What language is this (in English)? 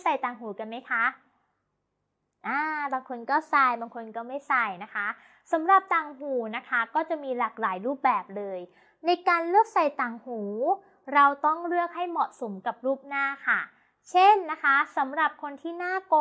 Thai